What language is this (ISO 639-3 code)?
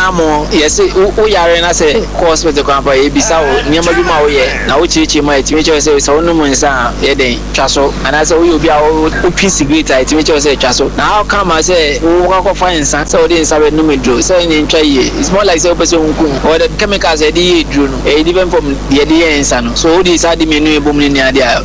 aka